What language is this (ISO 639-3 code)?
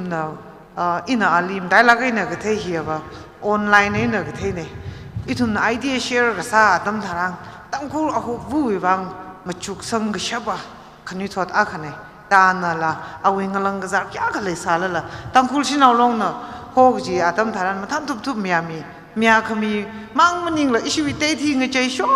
nmf